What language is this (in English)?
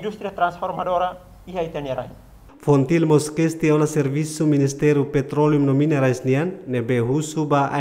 Tetum